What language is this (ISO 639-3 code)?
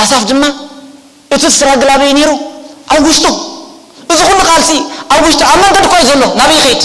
tir